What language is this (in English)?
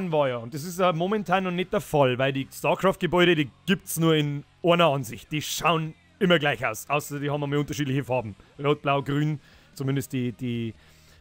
Bavarian